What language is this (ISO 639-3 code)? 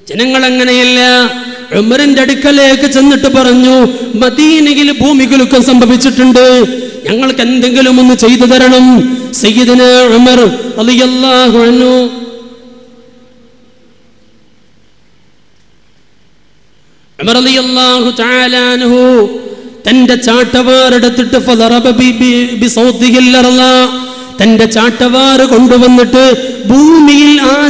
mal